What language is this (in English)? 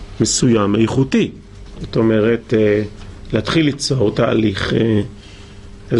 Hebrew